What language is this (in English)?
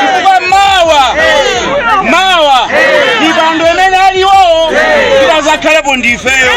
Nyanja